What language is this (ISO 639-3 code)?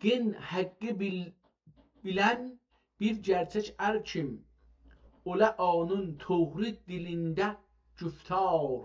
azb